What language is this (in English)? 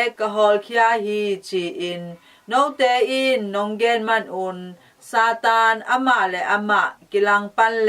Tedim Chin